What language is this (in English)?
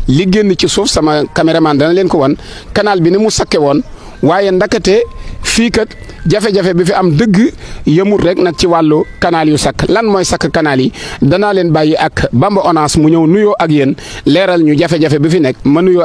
Wolof